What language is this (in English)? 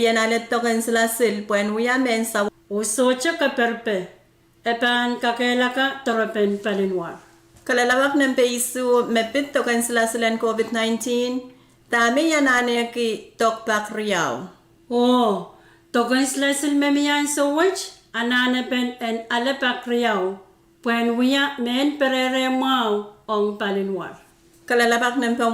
Pohnpeian